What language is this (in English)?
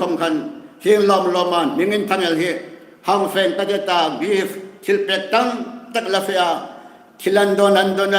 Hmar